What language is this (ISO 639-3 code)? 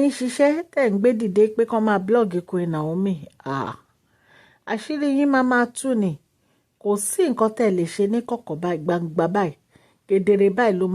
yor